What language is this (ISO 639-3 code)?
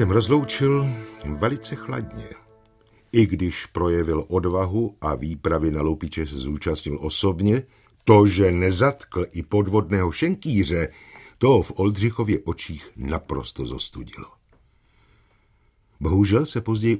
ces